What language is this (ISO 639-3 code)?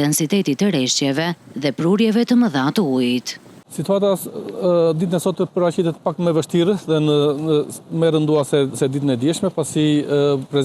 sqi